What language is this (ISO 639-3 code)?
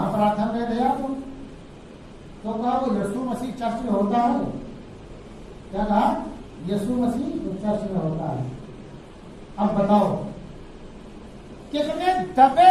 urd